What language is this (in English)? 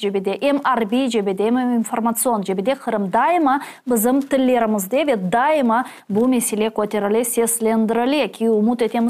Crimean Tatar